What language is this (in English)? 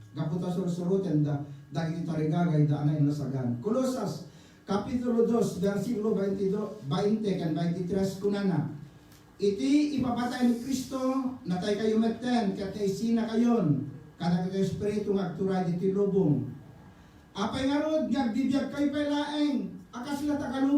Iloko